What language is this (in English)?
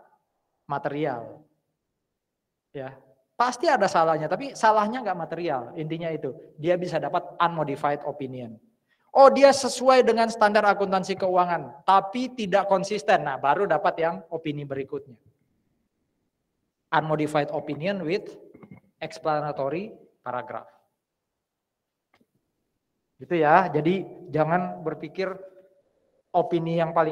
Indonesian